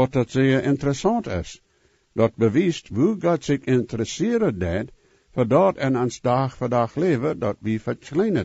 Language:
Plautdietsch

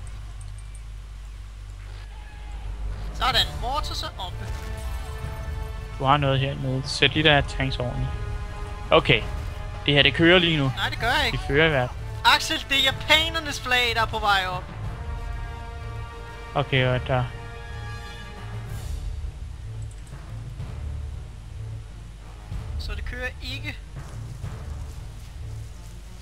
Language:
Danish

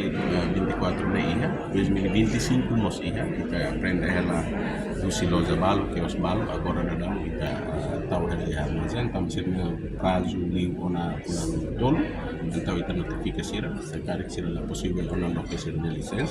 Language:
Tetum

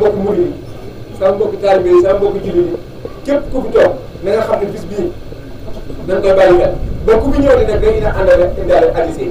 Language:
Wolof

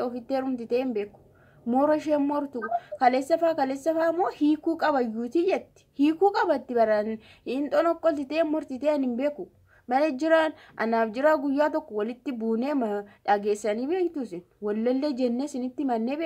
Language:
Oromo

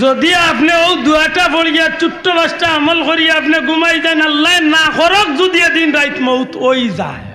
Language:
Sylheti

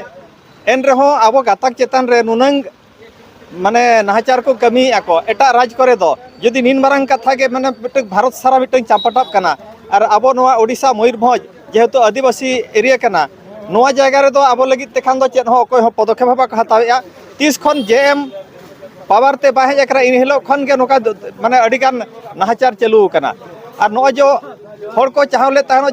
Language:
Santali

